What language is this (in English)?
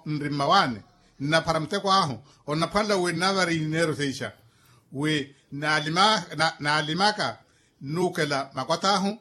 Makhuwa